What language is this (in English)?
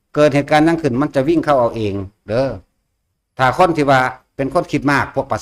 Northeastern Thai